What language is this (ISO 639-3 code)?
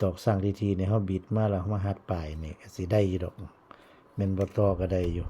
tts